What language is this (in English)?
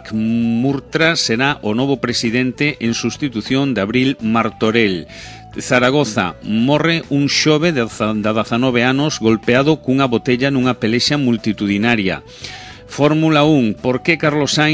Galician